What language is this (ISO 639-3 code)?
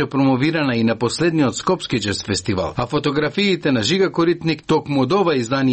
mkd